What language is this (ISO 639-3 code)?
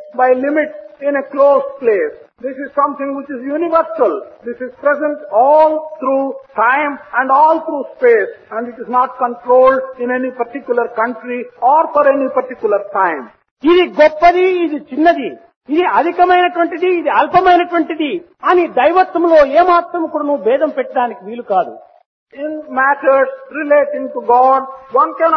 tel